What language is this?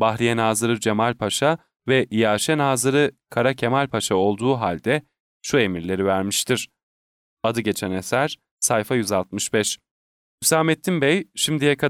Turkish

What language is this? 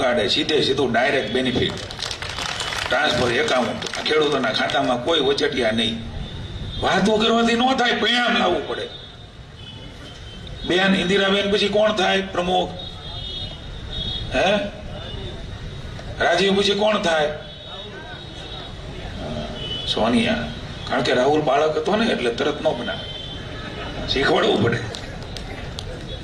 Gujarati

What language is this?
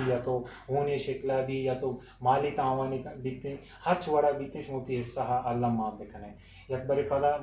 Eastern Balochi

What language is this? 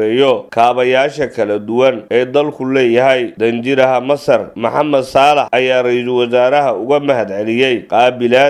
Somali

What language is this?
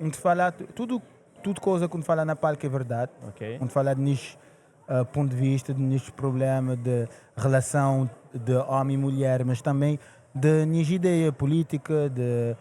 Kabuverdianu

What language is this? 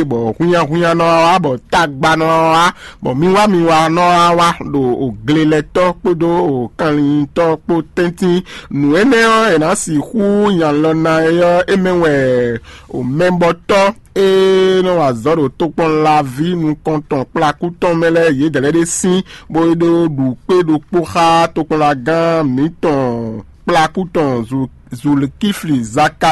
Fon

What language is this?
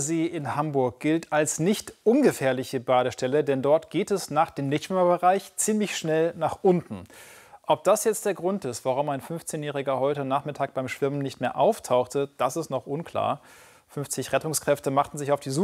German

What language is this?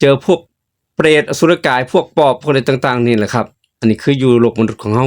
Northeastern Thai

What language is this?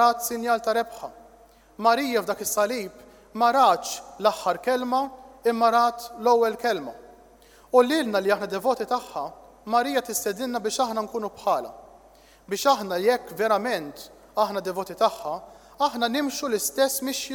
Maltese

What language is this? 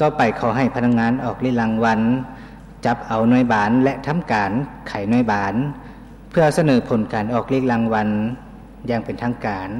Lao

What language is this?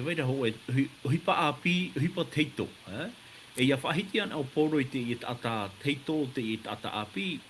Tahitian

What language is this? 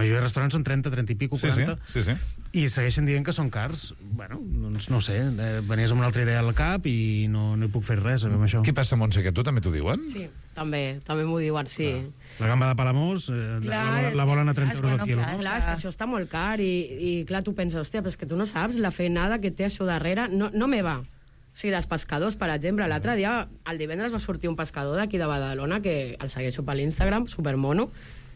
Catalan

